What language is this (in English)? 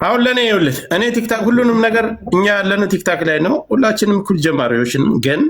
Amharic